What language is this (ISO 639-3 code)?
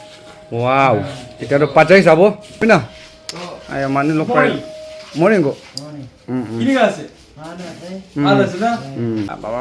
nag